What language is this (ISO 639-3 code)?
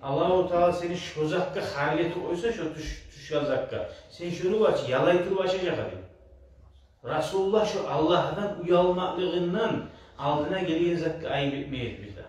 kum